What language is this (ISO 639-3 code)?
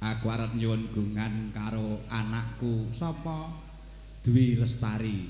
jav